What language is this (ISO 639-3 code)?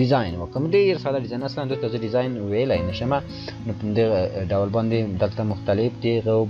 pus